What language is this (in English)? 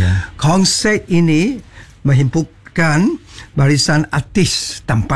Malay